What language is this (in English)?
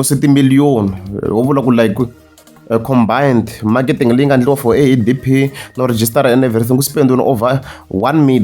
Tsonga